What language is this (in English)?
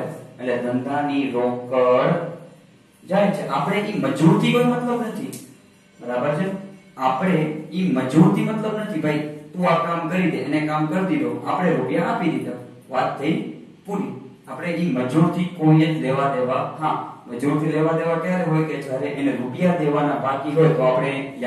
Gujarati